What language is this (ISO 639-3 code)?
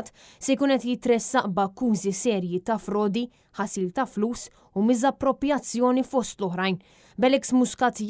mlt